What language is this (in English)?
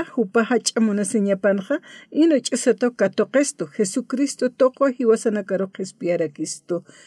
Aymara